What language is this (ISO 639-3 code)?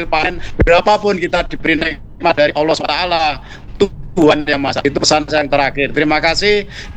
ind